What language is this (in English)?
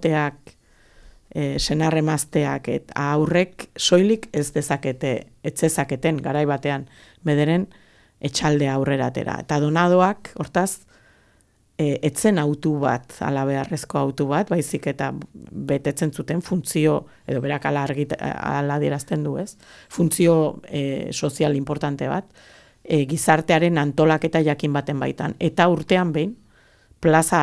Basque